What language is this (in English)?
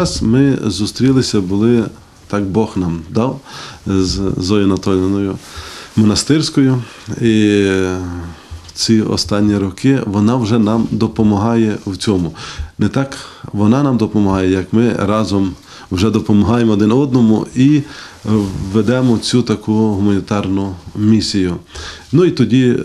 Ukrainian